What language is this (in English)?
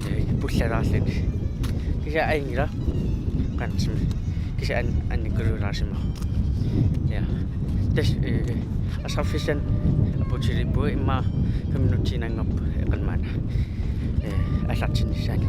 Kalaallisut